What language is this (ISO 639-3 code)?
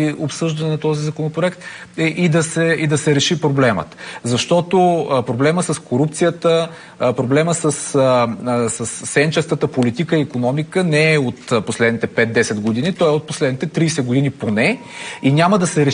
bul